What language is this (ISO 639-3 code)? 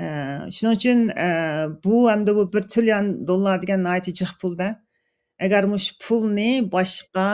uig